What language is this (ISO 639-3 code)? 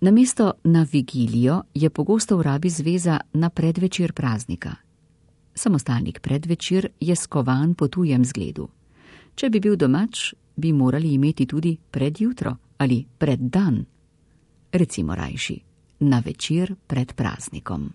slv